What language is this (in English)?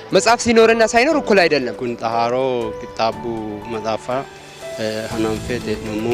Sidamo